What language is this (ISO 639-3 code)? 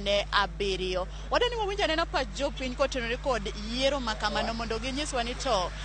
luo